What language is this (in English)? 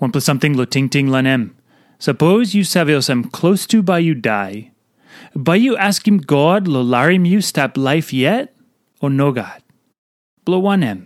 Tok Pisin